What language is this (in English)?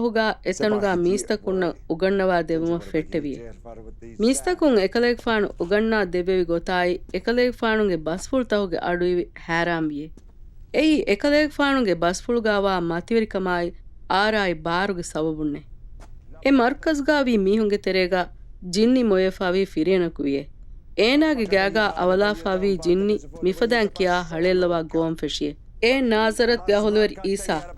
Divehi